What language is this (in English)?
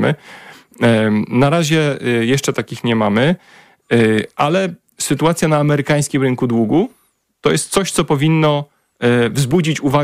Polish